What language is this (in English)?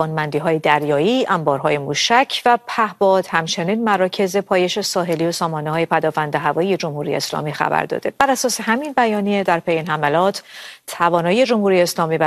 Persian